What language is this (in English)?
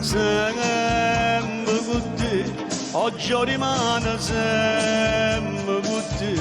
Neapolitan